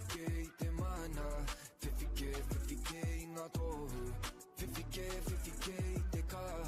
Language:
Māori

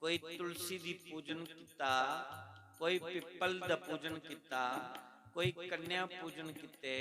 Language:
Dogri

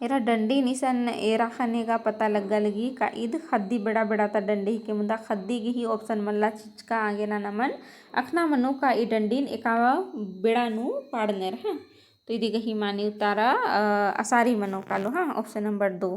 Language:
Kurukh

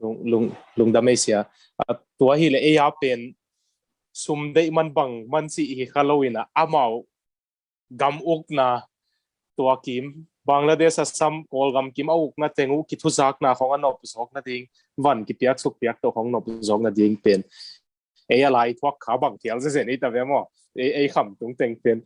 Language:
Tedim Chin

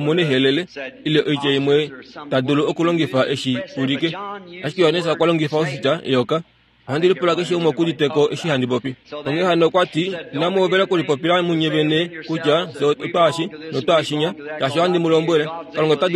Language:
Kuanyama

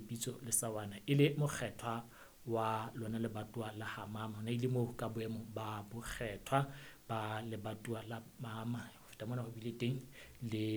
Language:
Southern Sotho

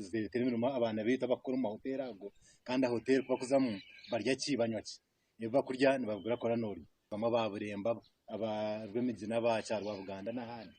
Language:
Nyankole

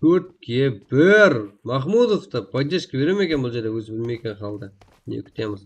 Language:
Kara-Kalpak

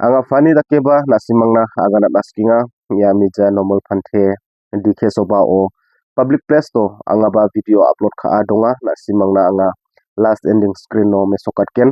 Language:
Garo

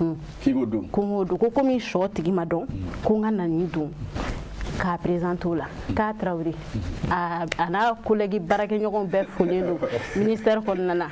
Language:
Bambara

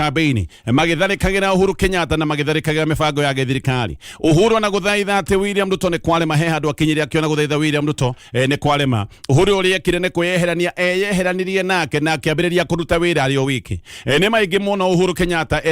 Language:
Kikuyu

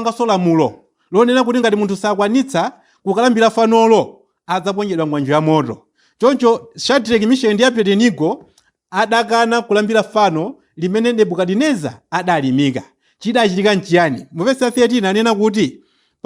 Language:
Nyanja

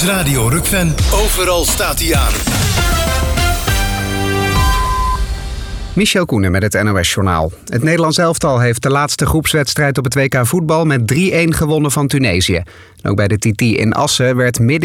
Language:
Dutch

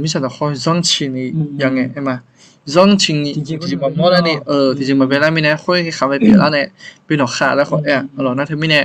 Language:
Akha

